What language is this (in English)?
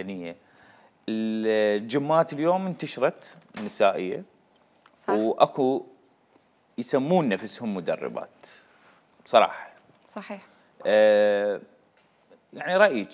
Mesopotamian Arabic